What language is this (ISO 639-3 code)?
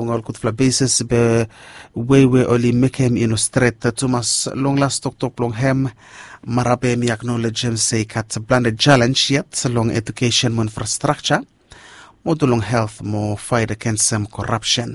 bis